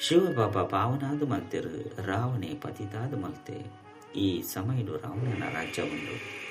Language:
Tulu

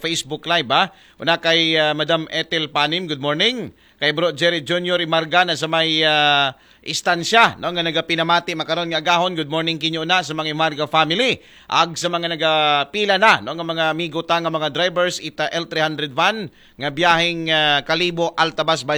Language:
Aklanon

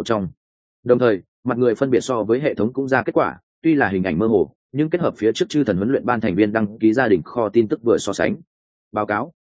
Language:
Vietnamese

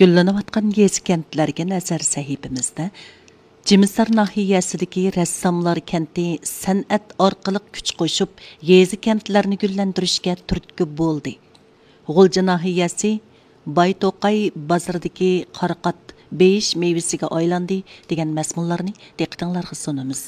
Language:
Uyghur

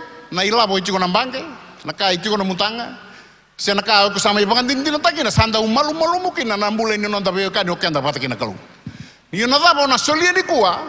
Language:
Fijian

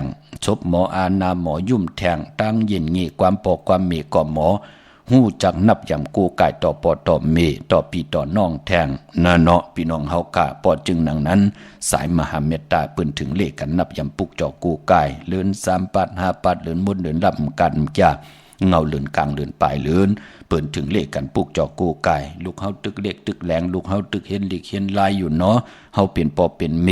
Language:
Shan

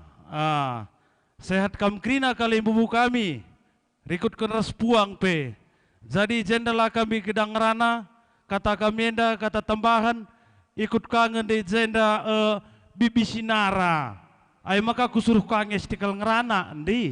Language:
Batak Karo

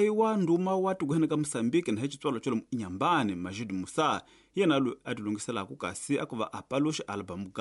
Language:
Tsonga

